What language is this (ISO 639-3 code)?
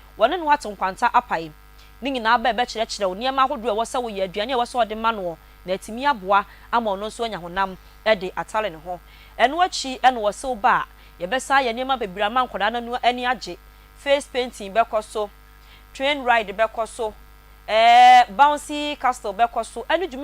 aka